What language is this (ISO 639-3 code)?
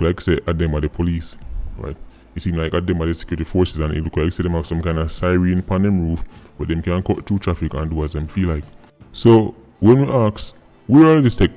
jam